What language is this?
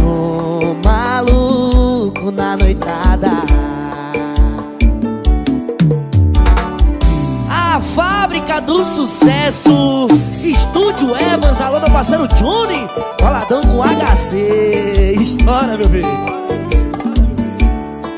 Portuguese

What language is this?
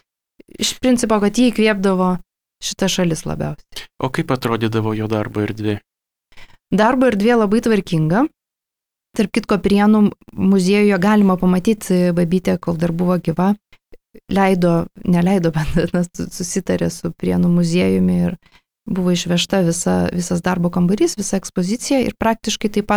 Lithuanian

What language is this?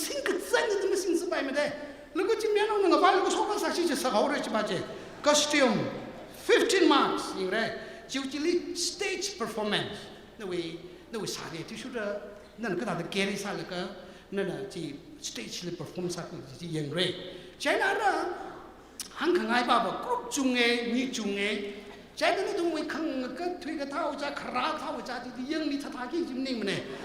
Tangkhul Naga (India)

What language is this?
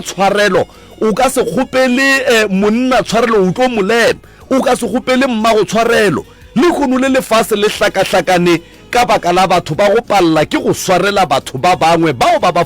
Northern Sotho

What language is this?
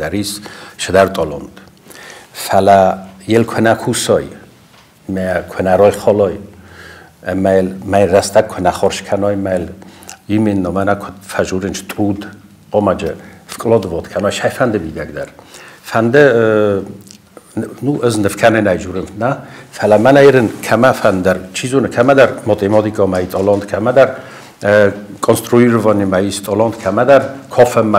Ossetic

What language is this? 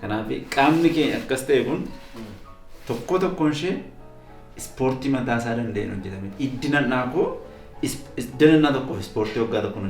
Oromo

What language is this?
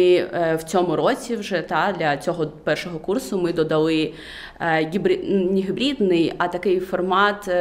Ukrainian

